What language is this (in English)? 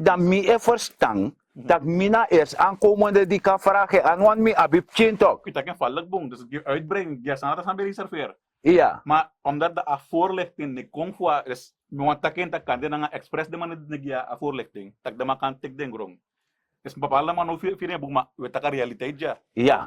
Sranan Tongo